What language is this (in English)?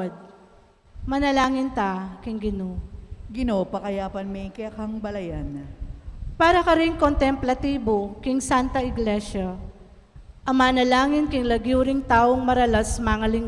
Pampanga